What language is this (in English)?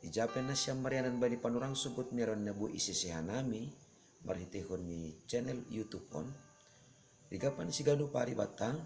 Batak Simalungun